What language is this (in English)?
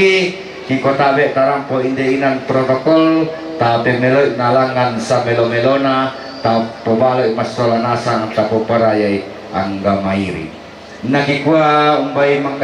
Toraja-Sa'dan